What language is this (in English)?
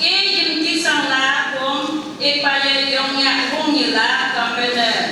Phom Naga